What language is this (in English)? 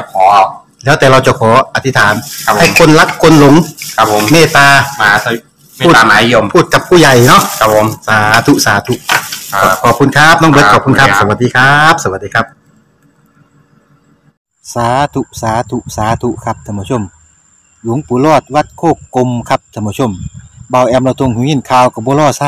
Northeastern Thai